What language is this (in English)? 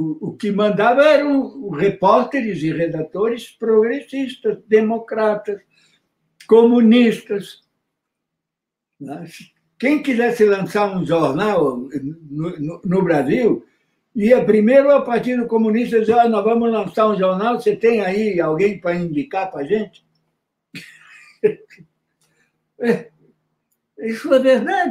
Portuguese